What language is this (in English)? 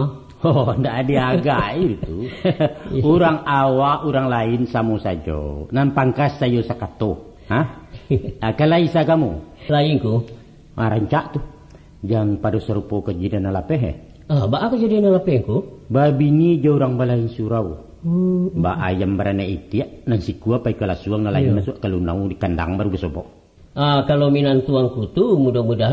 Minangkabau